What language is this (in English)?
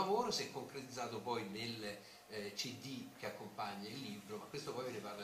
Italian